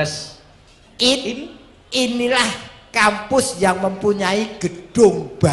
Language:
Javanese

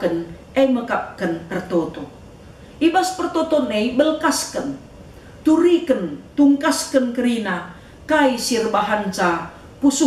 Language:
Batak Karo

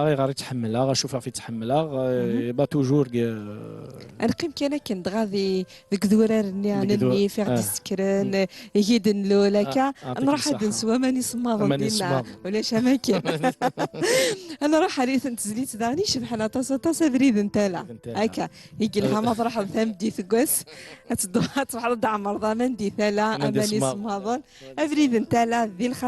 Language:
Kabyle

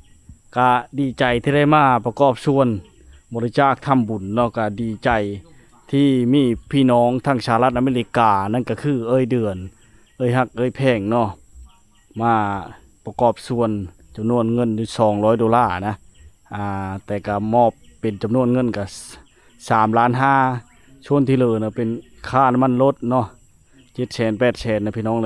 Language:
Lao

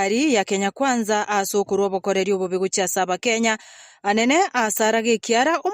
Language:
Gusii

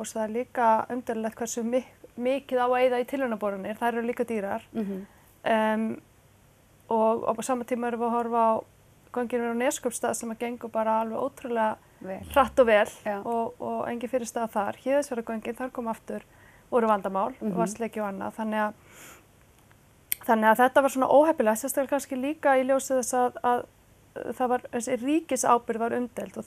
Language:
Icelandic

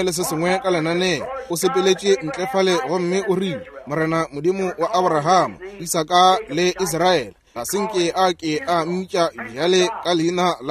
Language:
Northern Sotho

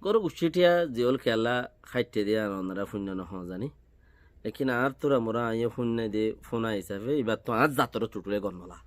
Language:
Rohingya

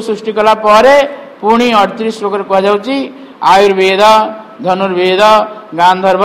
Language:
Odia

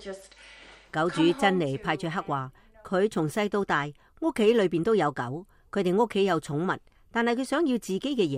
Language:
Cantonese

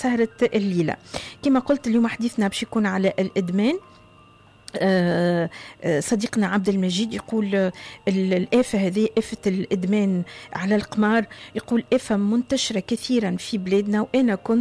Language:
Tunisian Arabic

